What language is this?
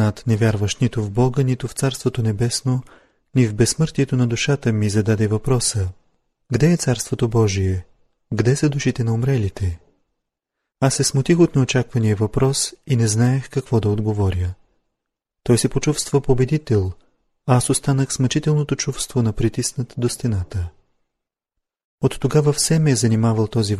Bulgarian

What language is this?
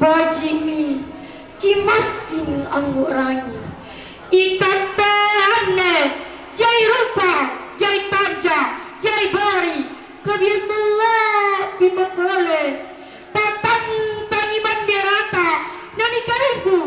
Makasar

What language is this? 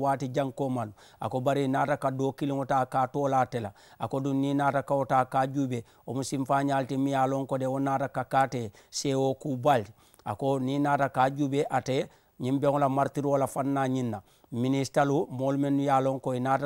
Mandingo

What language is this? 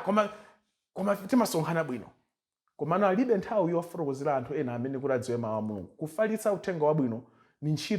Nyanja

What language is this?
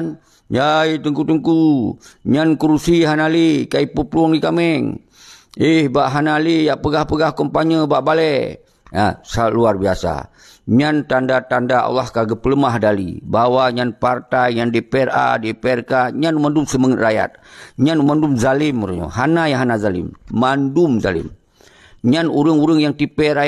Achinese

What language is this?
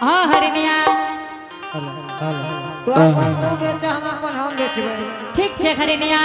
Angika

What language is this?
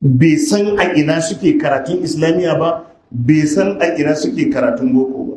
Hausa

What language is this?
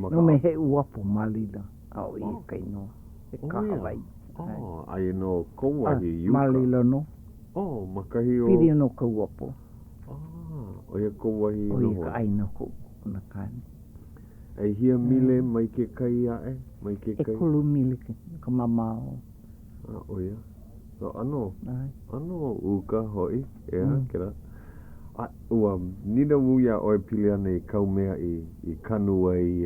Hawaiian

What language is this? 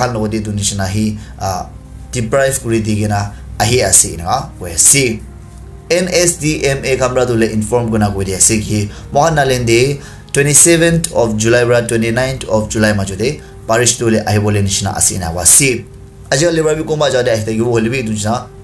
Naga Pidgin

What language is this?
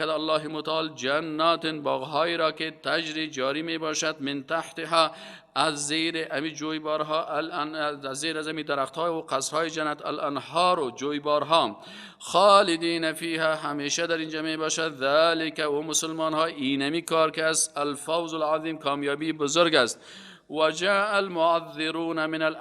Persian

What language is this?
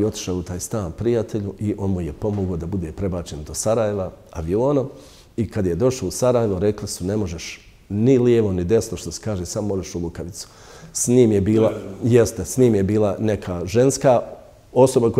Bosnian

